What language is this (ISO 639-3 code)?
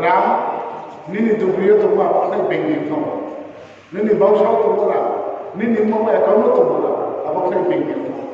ria